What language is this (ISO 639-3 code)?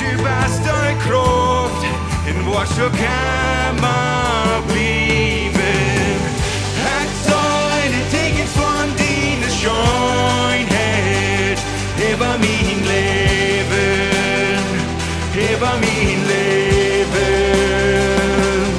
pdt